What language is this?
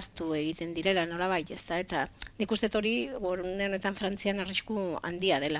Basque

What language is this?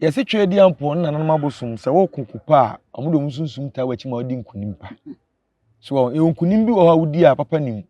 Akan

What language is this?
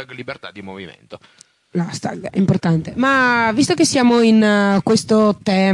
Italian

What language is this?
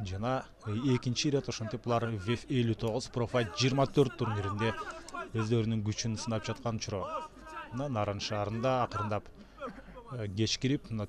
Kyrgyz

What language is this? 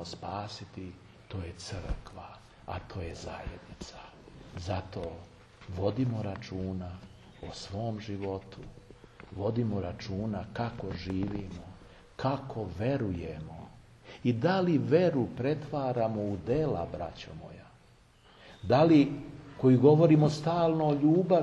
Serbian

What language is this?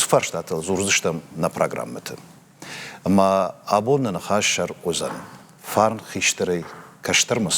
Ossetic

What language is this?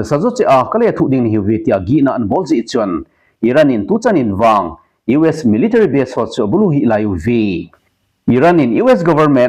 Thado Chin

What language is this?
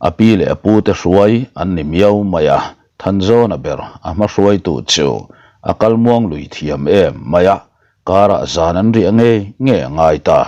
Mizo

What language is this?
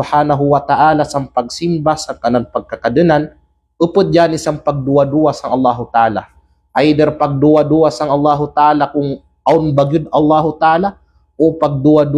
Kalagan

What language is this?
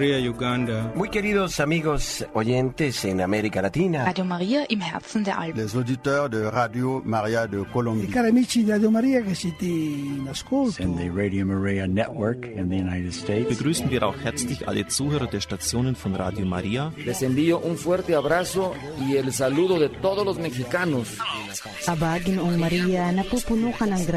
Lithuanian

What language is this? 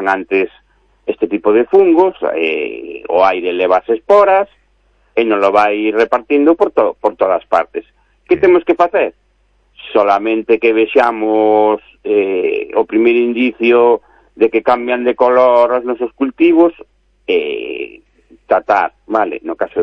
Galician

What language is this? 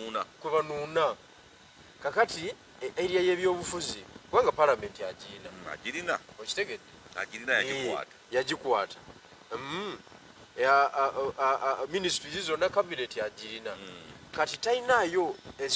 Ganda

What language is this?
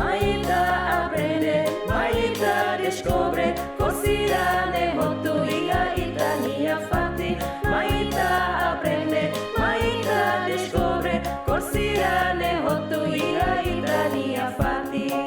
Tetum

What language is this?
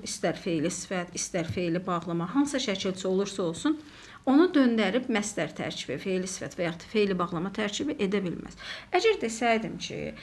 Azerbaijani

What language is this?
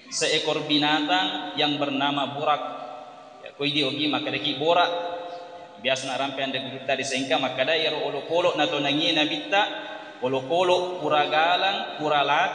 Buginese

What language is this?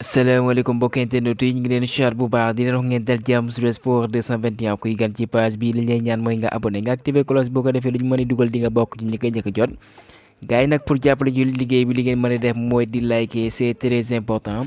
Wolof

